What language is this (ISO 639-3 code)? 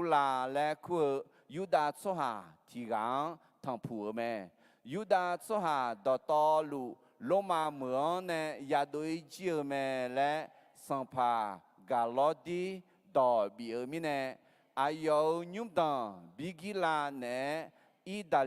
ahk